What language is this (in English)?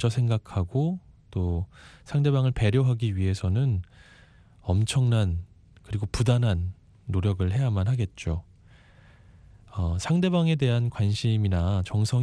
Korean